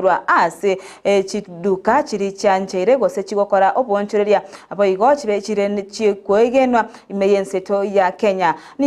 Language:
Gusii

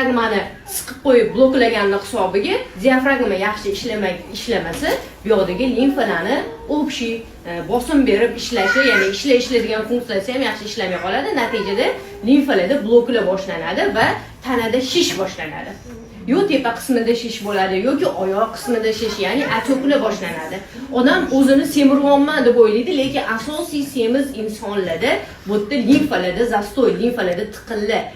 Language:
Uzbek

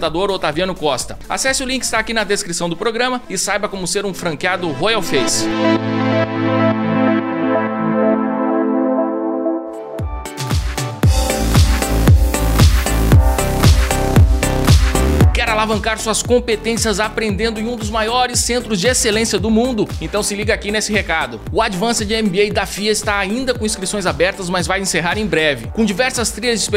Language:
Portuguese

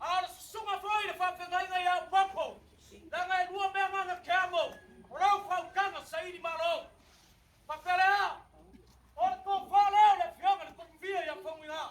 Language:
Samoan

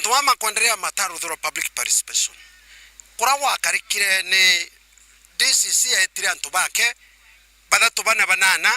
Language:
Meru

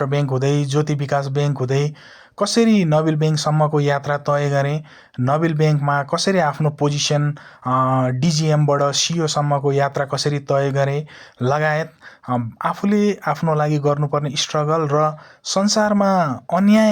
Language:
Nepali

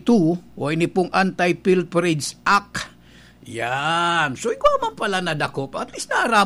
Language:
Bikol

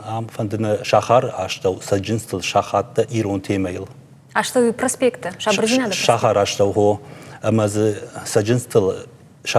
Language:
Ossetic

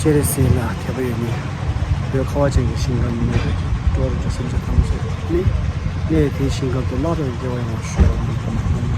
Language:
Tibetan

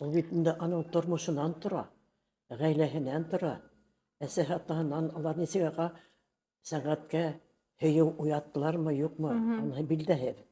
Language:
Bashkir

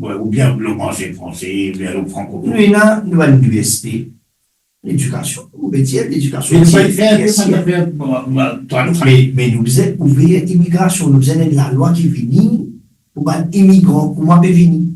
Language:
Morisyen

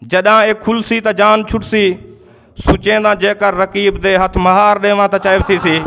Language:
Saraiki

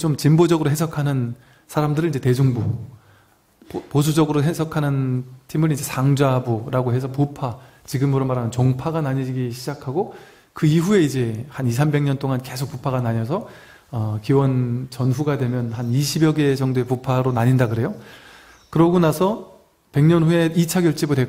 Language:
Korean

